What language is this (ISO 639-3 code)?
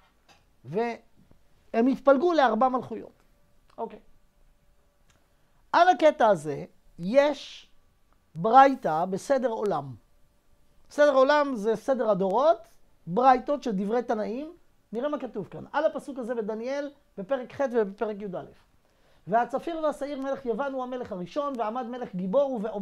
heb